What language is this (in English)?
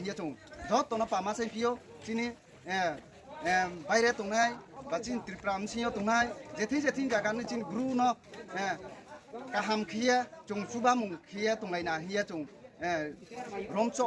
Riang (India)